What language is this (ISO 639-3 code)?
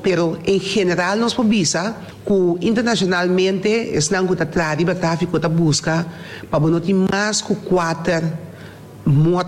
pap